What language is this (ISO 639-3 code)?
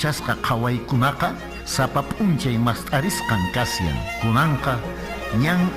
que